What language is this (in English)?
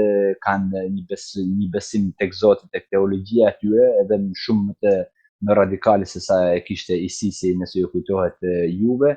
Albanian